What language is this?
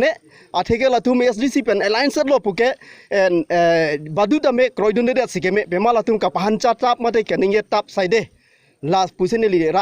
Karbi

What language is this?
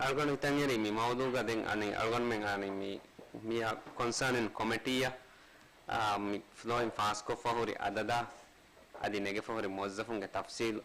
Divehi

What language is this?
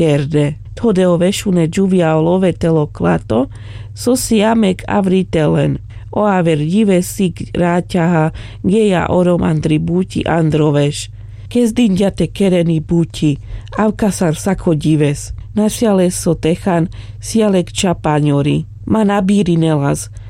Carpathian Romani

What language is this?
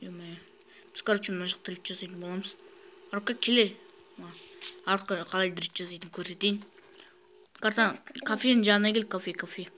Kazakh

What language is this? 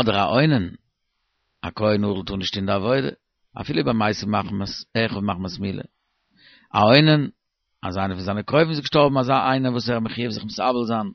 Yiddish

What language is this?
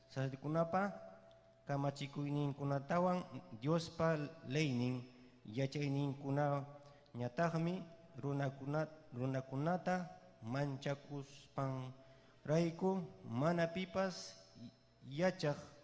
Ayacucho Quechua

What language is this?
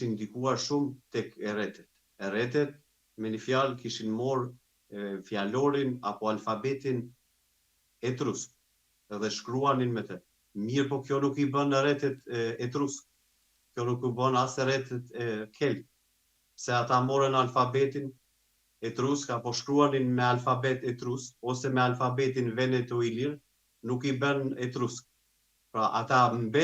Albanian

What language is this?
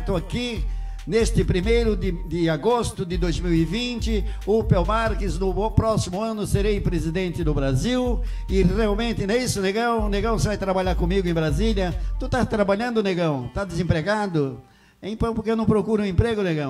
Portuguese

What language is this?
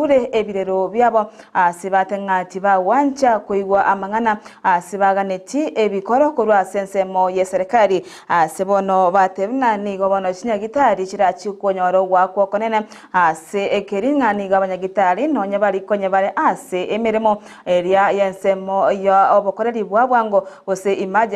Gusii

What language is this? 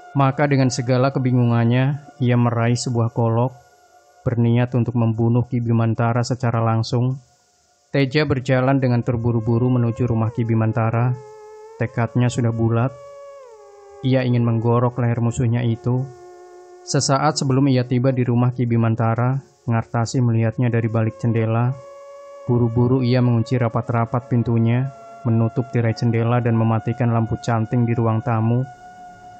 Indonesian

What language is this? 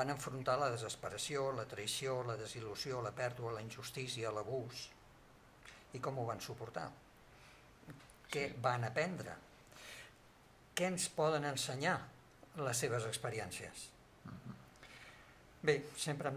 Catalan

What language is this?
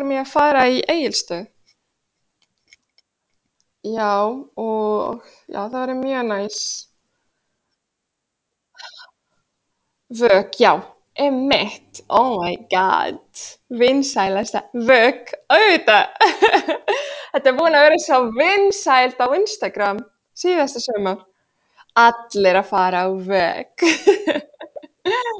Icelandic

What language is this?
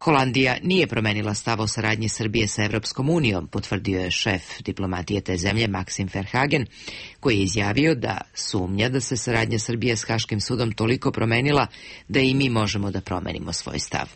Serbian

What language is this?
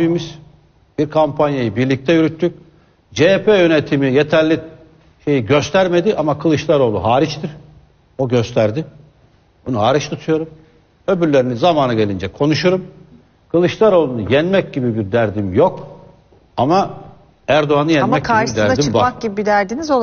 Turkish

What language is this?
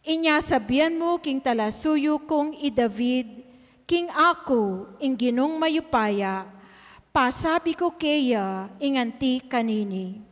Pampanga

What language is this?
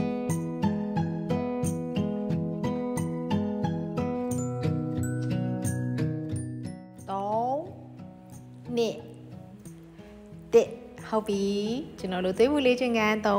Burmese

